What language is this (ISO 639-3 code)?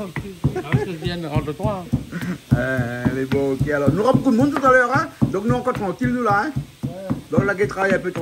rcf